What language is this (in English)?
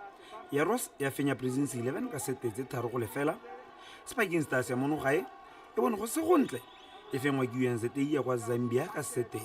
Tswana